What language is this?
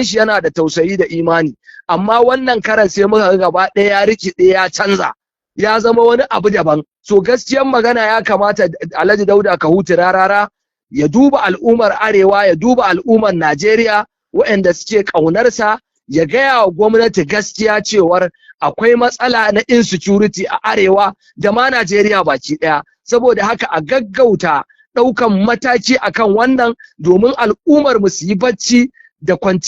Hausa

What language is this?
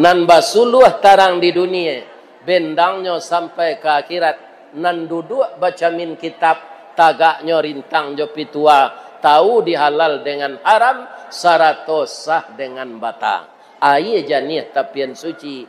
Minangkabau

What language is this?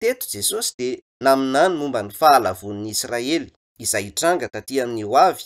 Malagasy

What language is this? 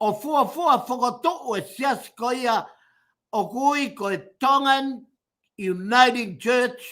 Tongan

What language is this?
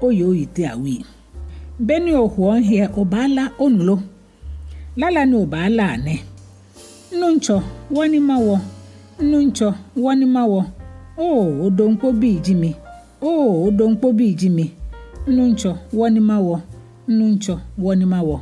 Ga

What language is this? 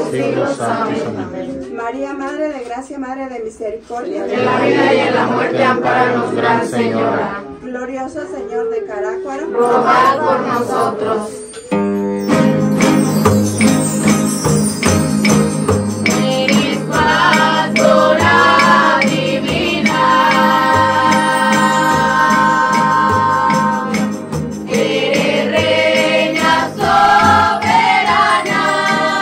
Spanish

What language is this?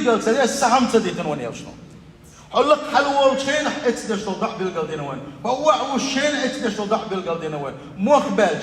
Chechen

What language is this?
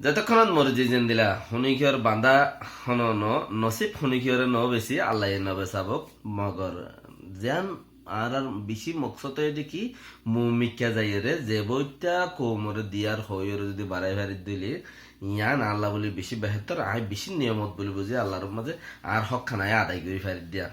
Rohingya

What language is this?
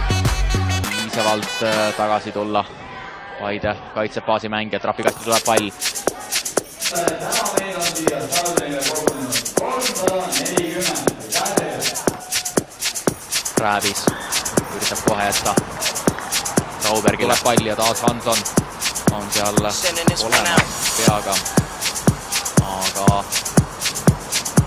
Estonian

